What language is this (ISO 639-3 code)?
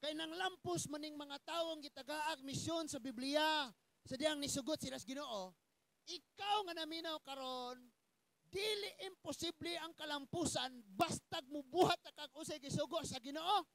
ceb